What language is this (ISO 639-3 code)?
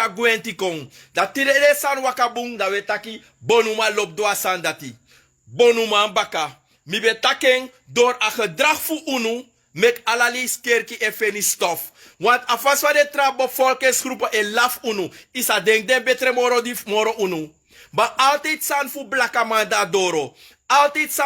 srn